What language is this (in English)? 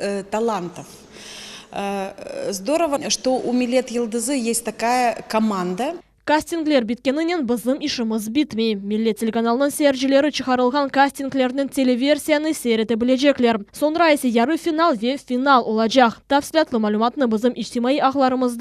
Crimean Tatar